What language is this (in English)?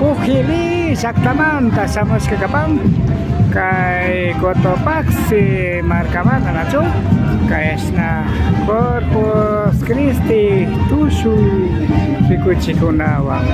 Imbabura Highland Quichua